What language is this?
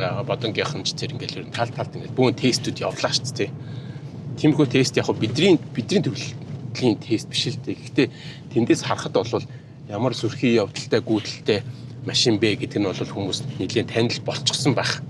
Mongolian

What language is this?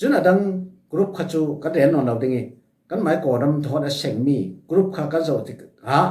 Falam Chin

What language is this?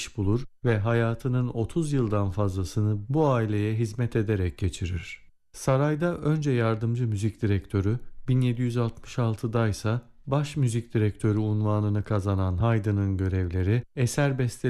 Turkish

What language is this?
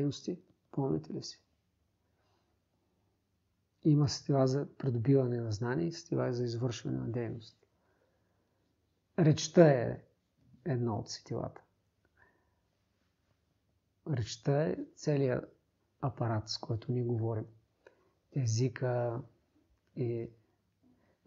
Bulgarian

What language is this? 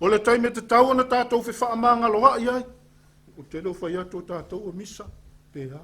Samoan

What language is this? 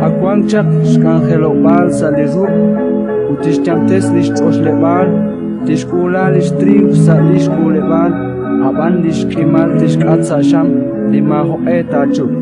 Kekchí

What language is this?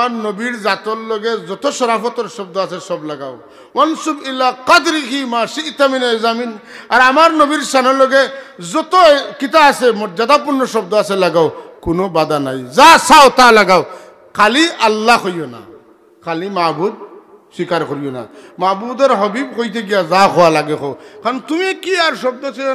Sylheti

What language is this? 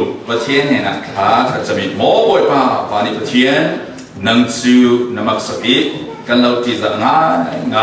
Falam Chin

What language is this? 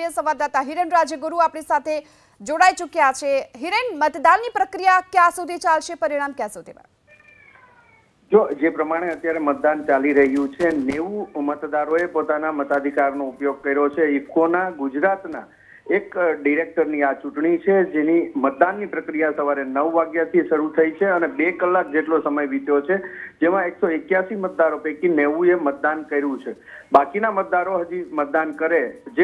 Gujarati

